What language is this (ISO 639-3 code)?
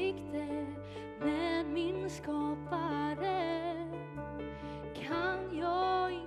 swe